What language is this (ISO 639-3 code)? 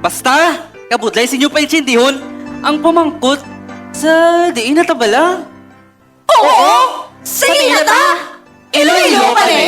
hil